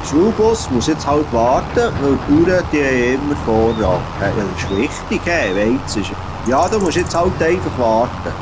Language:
Swiss German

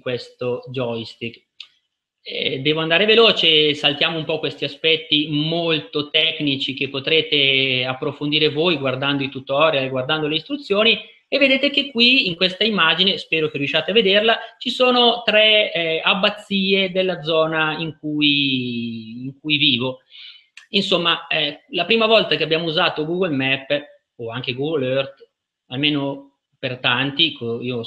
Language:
Italian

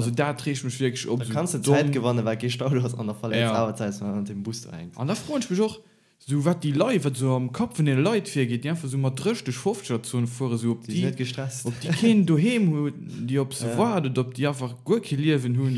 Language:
Luxembourgish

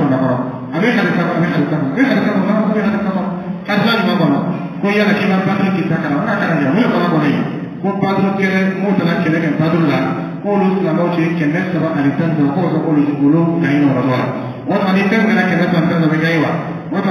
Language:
Dyula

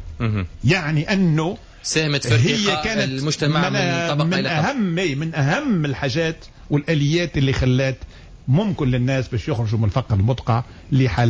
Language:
Tunisian Arabic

